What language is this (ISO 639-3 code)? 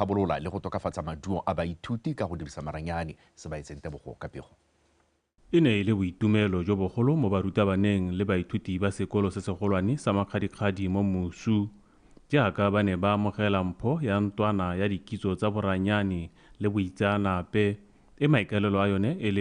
tsn